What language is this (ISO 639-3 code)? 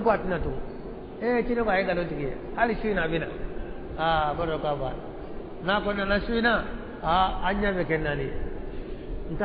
bam